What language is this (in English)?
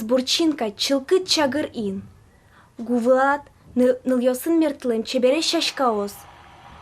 Udmurt